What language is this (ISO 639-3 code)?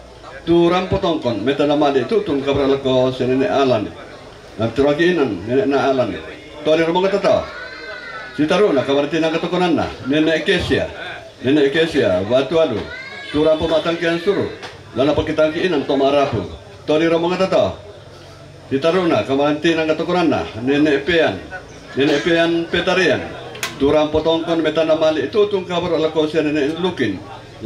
sda